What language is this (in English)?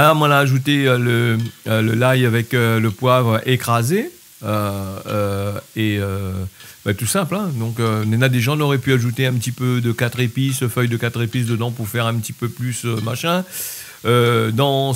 Réunion Creole French